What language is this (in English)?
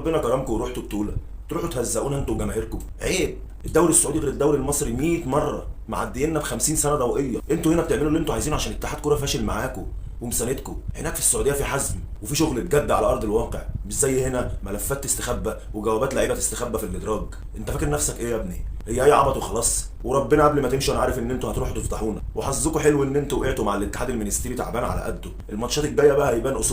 Egyptian Arabic